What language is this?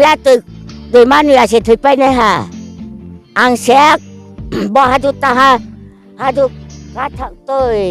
Riang (India)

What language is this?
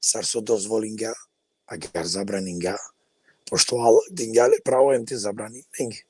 Balkan Romani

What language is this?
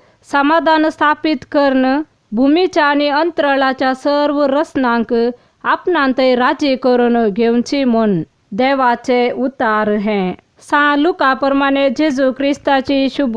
Konkani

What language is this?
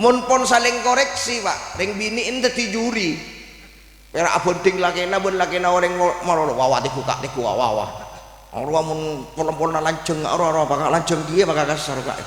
Madurese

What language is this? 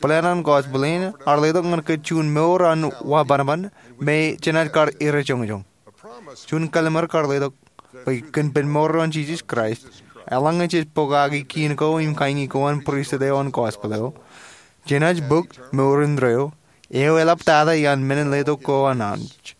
Marshallese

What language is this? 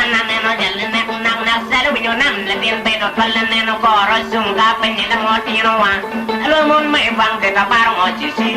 Acoli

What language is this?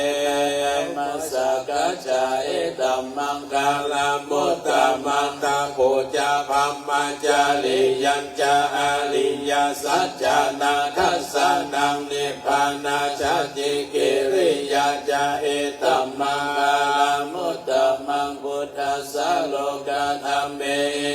Pali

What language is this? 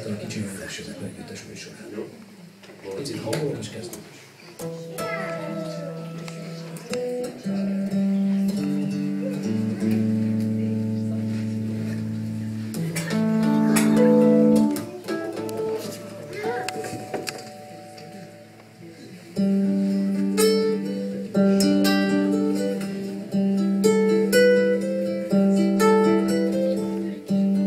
Hungarian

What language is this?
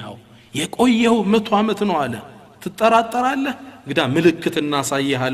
Amharic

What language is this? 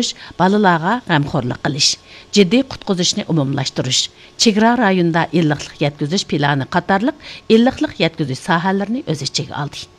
Uyghur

